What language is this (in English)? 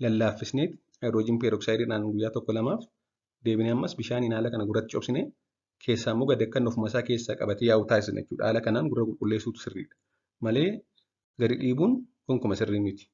Oromo